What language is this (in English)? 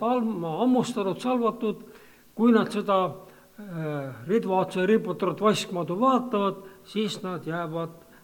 Estonian